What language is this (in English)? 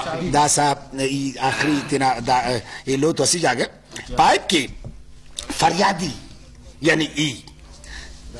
Brahui